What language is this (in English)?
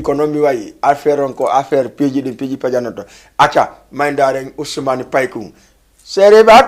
Fula